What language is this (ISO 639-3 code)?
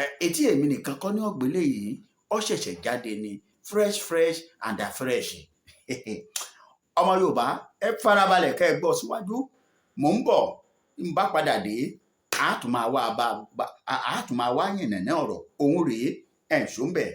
yor